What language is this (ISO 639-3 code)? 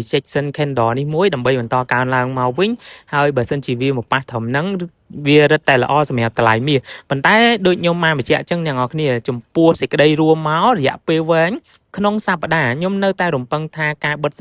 khm